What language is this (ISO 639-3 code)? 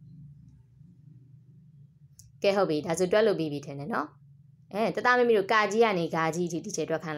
mya